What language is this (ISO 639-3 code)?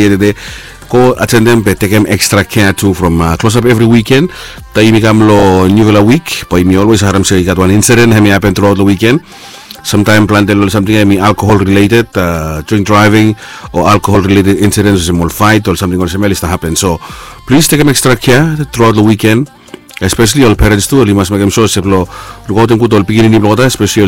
bis